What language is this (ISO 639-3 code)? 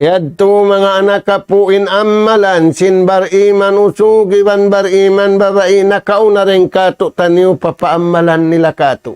tsg